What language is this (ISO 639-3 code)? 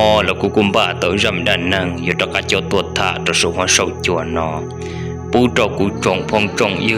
hmn